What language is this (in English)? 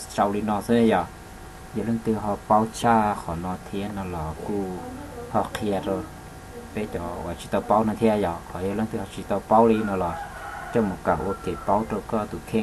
Hmong